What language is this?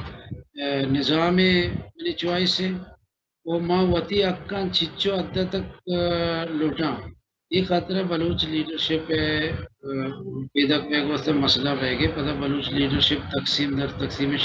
Baluchi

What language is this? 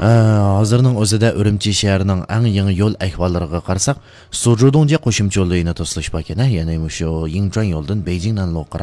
Uyghur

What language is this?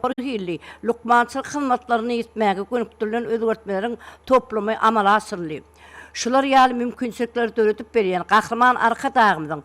Turkmen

